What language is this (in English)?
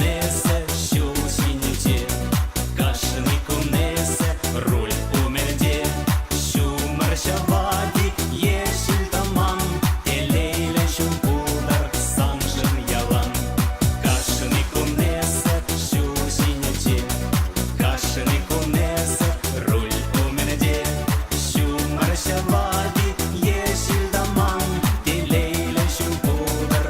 Chuvash